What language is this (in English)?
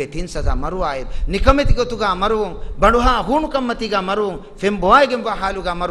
Divehi